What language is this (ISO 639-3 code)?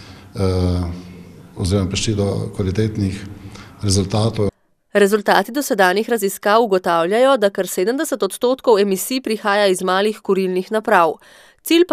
slv